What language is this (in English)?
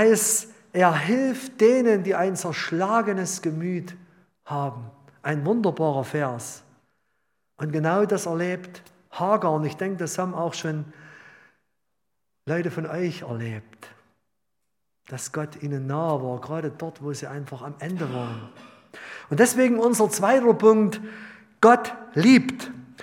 German